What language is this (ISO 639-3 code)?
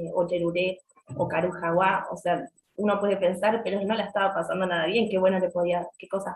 grn